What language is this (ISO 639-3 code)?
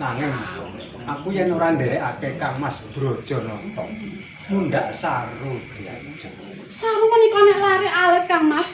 jav